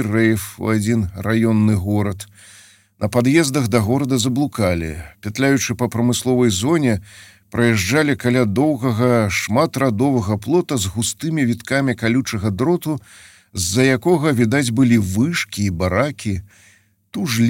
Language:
Belarusian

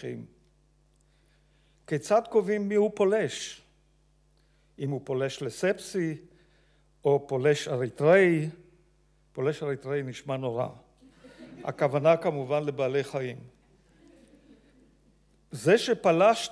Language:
Hebrew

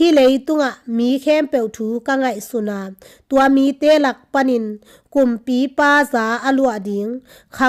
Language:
Tedim Chin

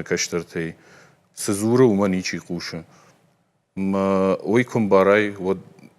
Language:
Ossetic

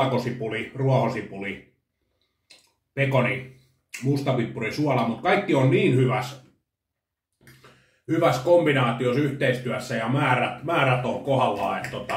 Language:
Finnish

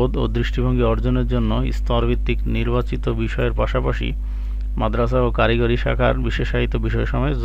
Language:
Bangla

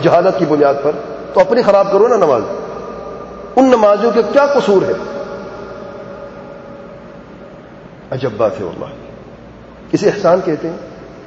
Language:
Urdu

